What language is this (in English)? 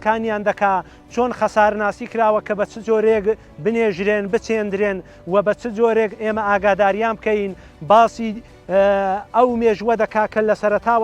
Central Kurdish